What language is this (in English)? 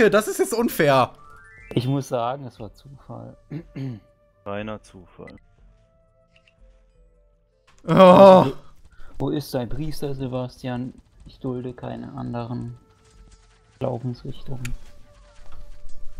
German